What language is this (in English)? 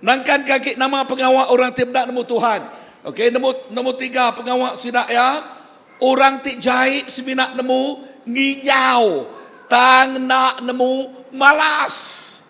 Iban